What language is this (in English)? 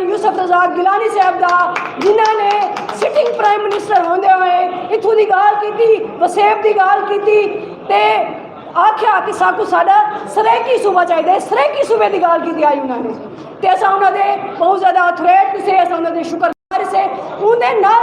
Saraiki